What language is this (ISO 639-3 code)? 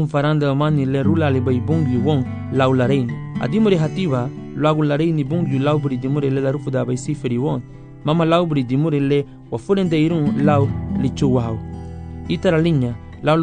cab